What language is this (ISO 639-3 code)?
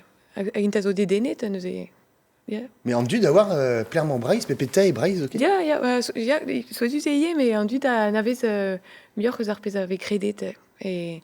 bre